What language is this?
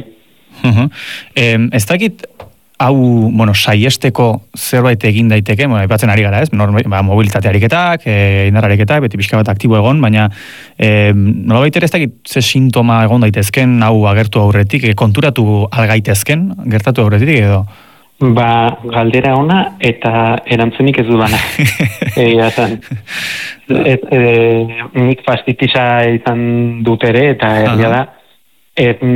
Basque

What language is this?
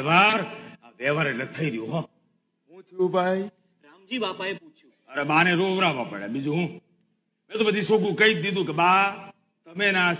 Gujarati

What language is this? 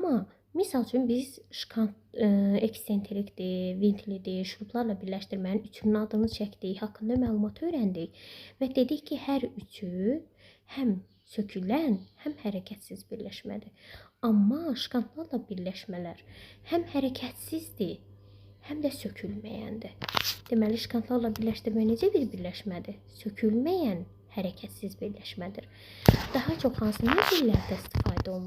Azerbaijani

